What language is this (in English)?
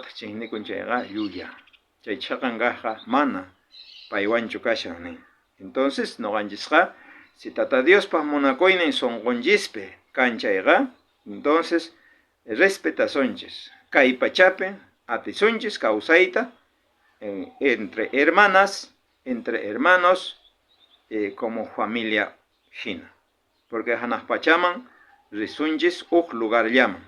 South Bolivian Quechua